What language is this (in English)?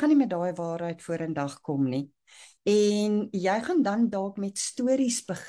Afrikaans